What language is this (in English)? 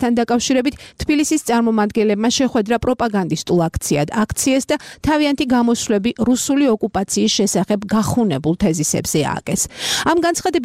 Georgian